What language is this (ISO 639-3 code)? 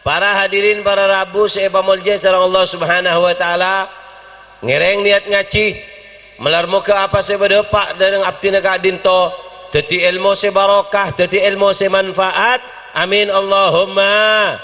mad